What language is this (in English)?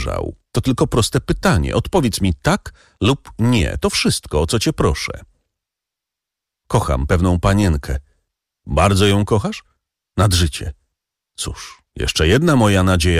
Polish